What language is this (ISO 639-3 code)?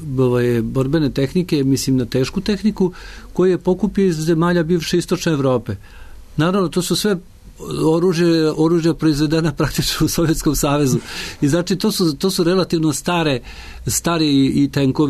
srp